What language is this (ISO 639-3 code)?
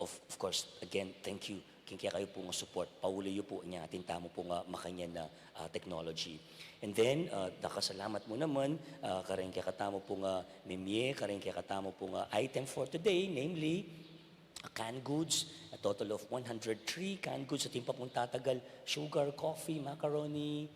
pam